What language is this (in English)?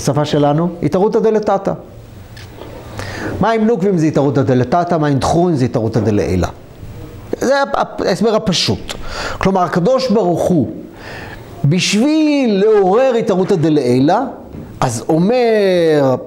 Hebrew